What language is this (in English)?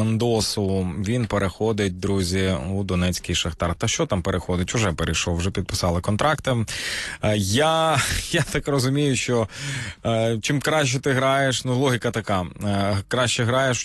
Ukrainian